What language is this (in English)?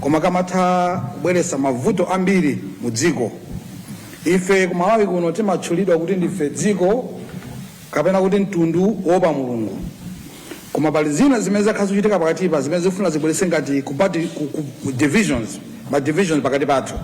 Nyanja